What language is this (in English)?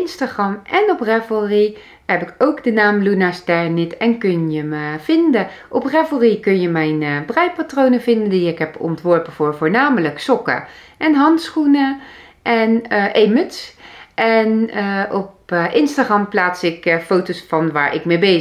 Dutch